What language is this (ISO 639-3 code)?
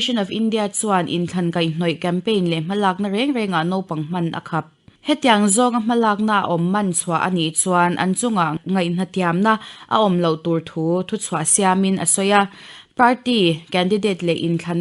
lus